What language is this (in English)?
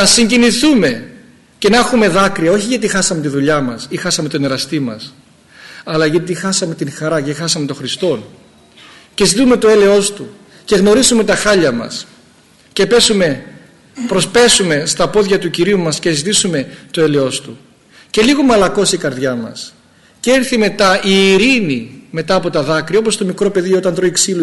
Greek